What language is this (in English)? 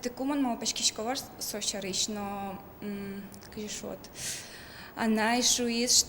Udmurt